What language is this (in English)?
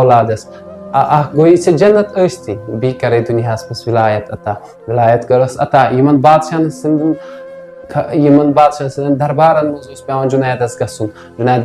Kashmiri